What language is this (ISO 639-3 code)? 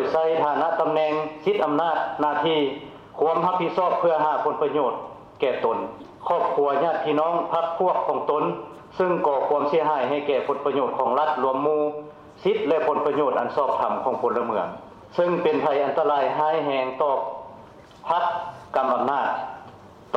lao